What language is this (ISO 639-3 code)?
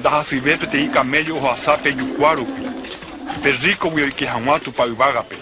grn